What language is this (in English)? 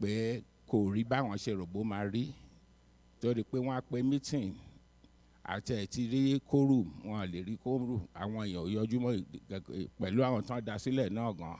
Yoruba